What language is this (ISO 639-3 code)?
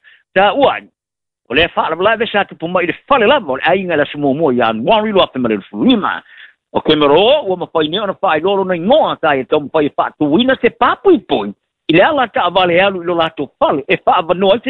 smo